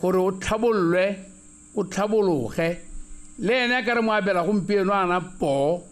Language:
Tswana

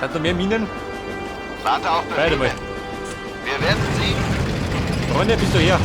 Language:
Bavarian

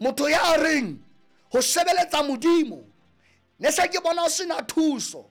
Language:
Southern Sotho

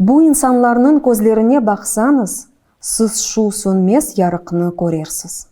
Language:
Crimean Tatar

